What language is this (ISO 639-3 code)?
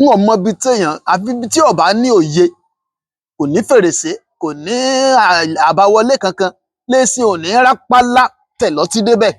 yor